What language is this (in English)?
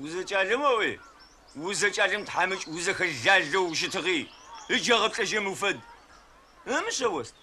Adyghe